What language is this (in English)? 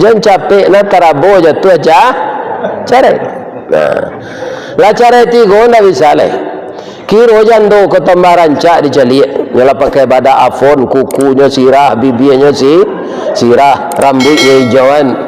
Minangkabau